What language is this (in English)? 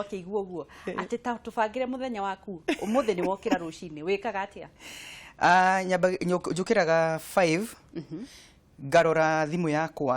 Kikuyu